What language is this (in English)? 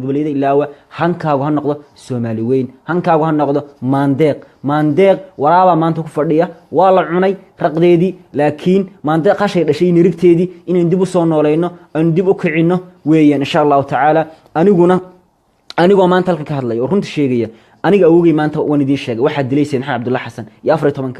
Somali